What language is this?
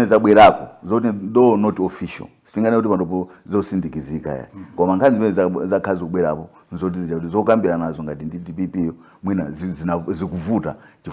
Nyanja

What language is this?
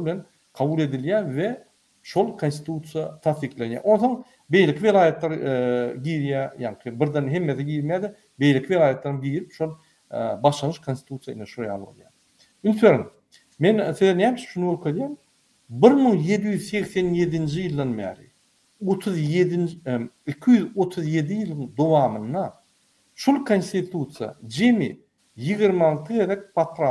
Turkmen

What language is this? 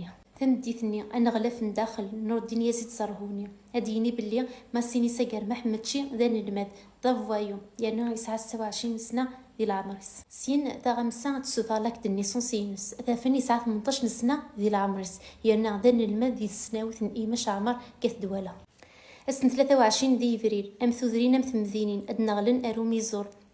Kabyle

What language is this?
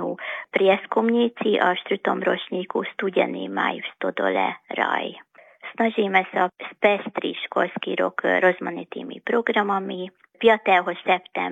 Slovak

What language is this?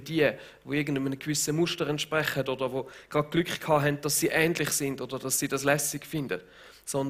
Swiss German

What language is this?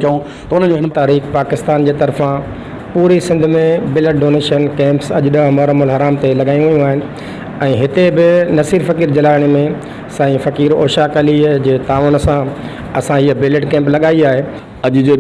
Sindhi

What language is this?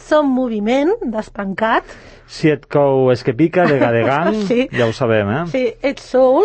Catalan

